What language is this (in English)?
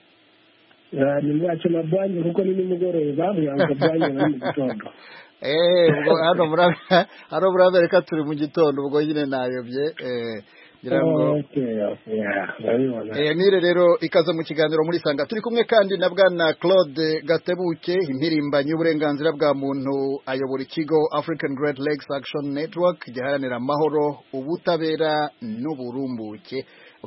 Kinyarwanda